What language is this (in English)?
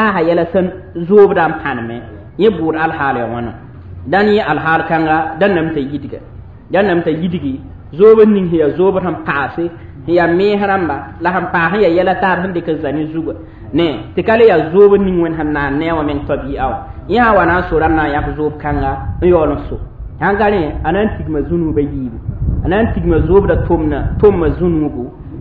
Mossi